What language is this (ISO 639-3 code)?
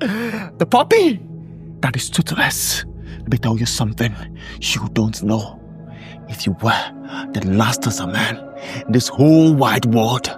pcm